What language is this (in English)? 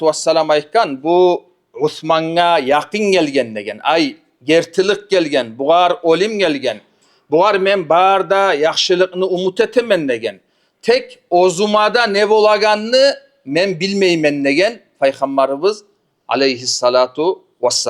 Kumyk